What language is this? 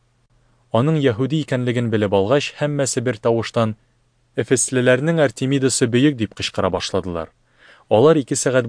Tatar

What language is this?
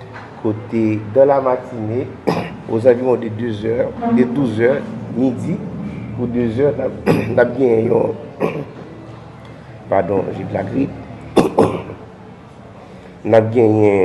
Haitian Creole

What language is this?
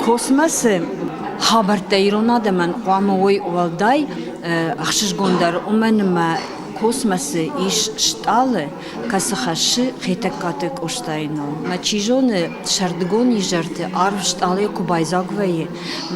Ossetic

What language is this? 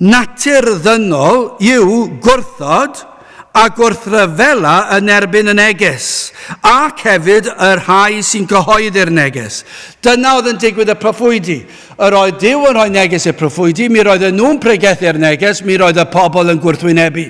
Welsh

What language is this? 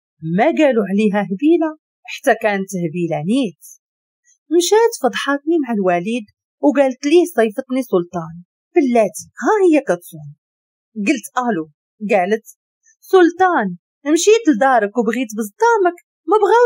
Moroccan Arabic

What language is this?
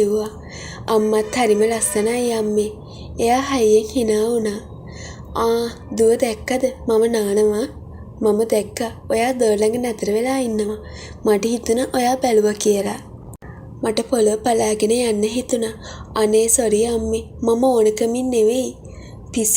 Sinhala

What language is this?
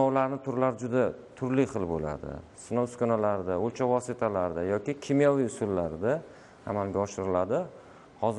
Uzbek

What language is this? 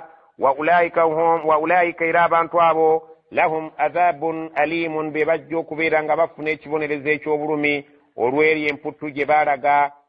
Ganda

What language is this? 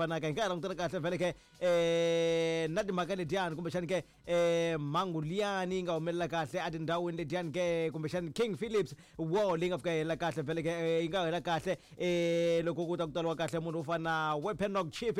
Tsonga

